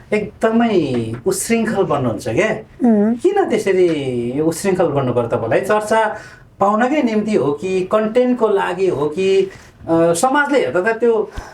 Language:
Nepali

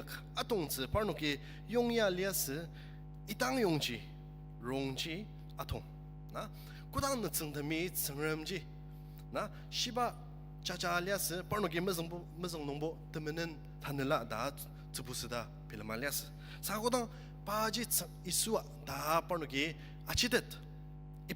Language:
Ao Naga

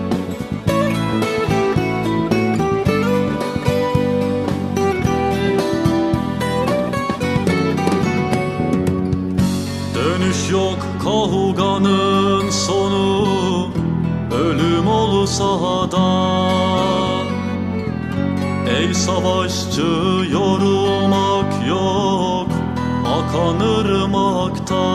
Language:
Turkish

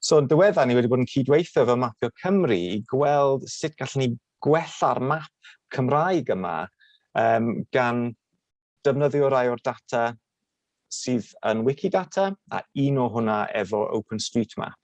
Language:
Welsh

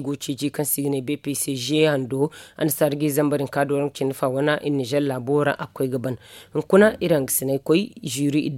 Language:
Zarma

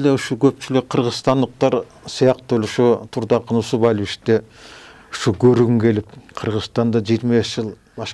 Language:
Kyrgyz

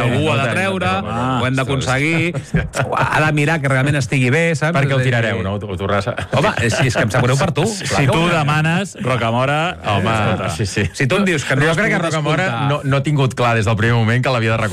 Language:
Catalan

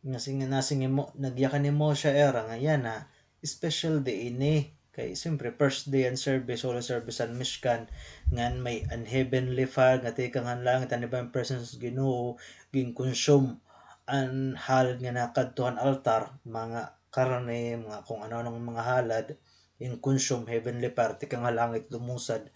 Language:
Waray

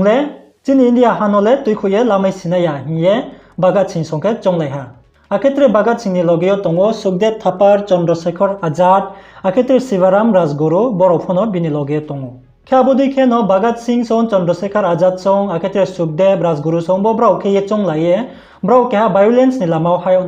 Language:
Riang (India)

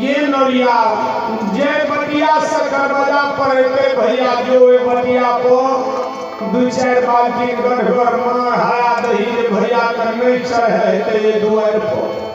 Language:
Maithili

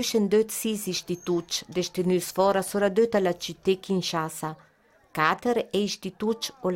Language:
Ladin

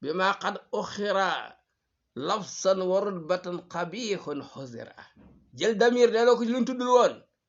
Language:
Wolof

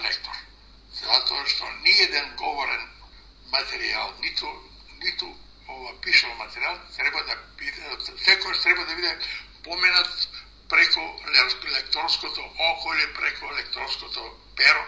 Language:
Macedonian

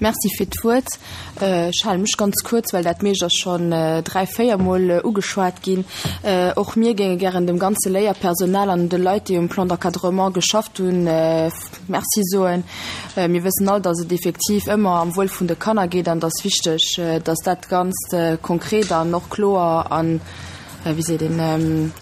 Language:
Luxembourgish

